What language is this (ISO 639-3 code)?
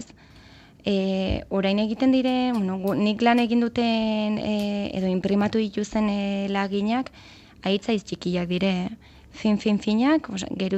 eus